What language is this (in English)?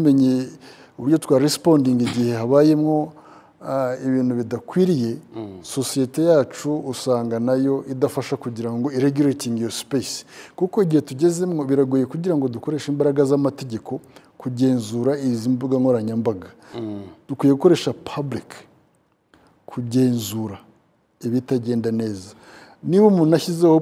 Kinyarwanda